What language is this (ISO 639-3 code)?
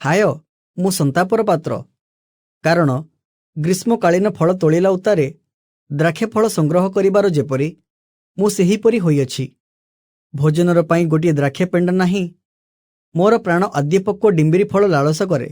ori